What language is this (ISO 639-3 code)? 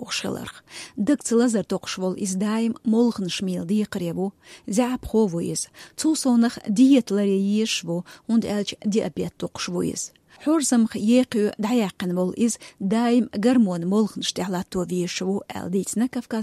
che